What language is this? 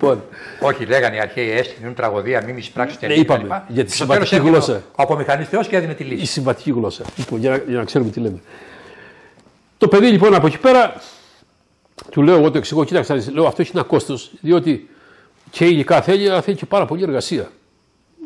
Greek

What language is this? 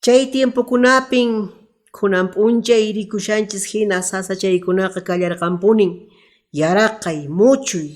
Quechua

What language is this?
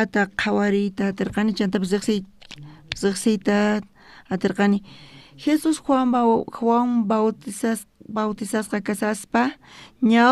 South Bolivian Quechua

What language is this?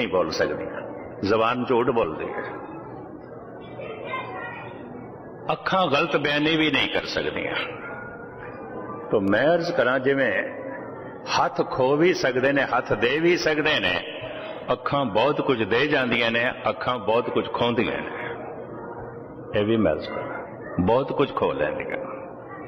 Punjabi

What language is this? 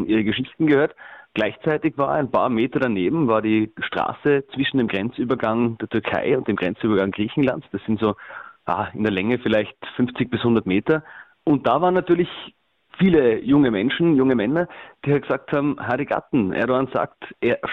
Luxembourgish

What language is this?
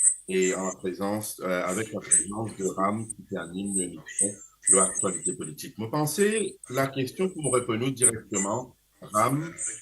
Morisyen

